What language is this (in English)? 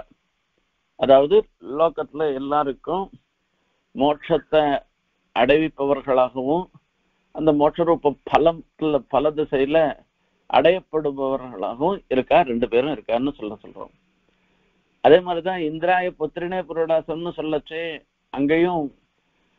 Tamil